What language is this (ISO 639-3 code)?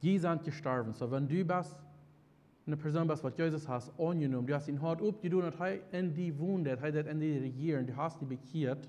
pdt